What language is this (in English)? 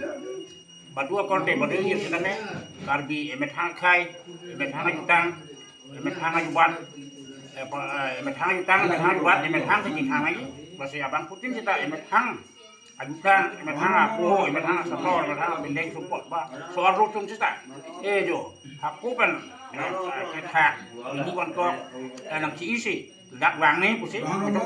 Karbi